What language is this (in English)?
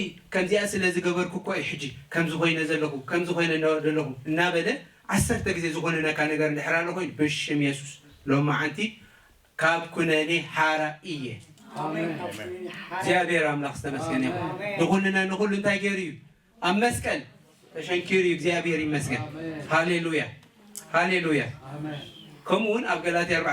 Tigrinya